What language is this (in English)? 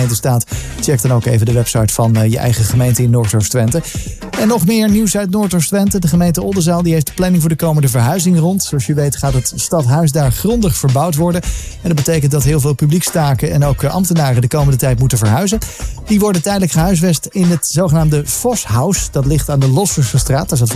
Dutch